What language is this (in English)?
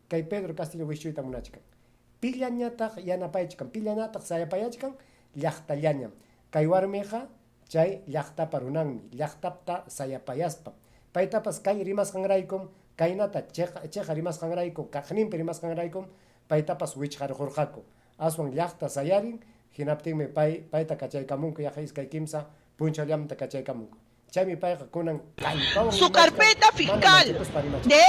Ayacucho Quechua